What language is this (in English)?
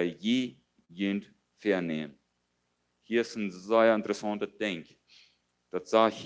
Plautdietsch